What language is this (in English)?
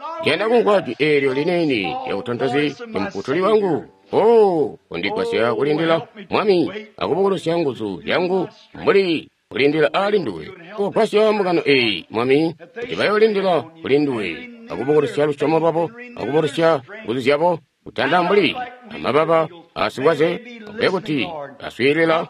Tonga (Zambia)